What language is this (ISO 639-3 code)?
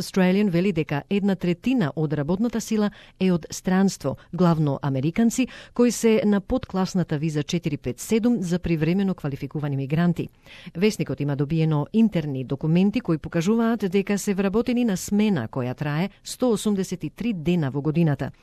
mkd